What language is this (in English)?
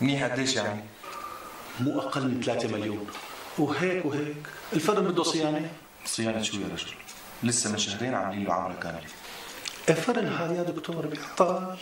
North Levantine Arabic